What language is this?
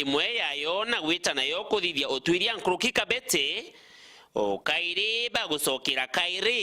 Meru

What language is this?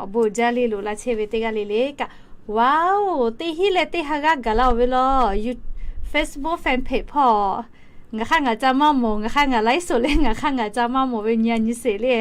Lahu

